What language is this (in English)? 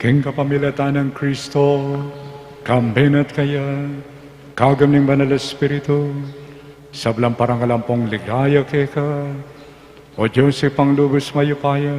Pampanga